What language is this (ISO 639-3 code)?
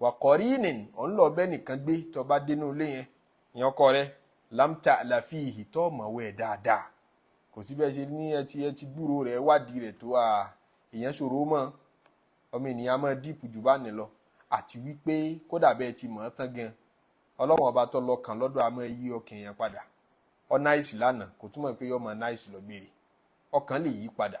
yor